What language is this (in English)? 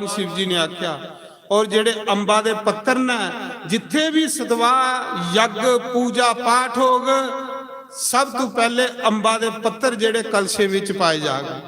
Dogri